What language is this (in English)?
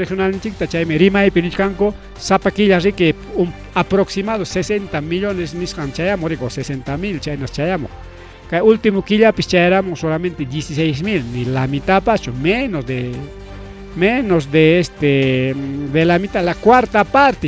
Ayacucho Quechua